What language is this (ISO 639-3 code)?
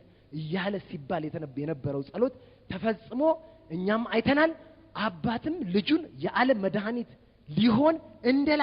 amh